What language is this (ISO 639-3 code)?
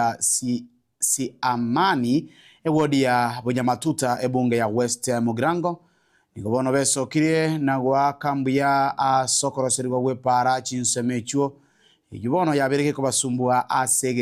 guz